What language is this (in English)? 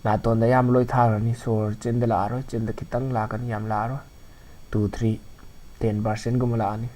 Manipuri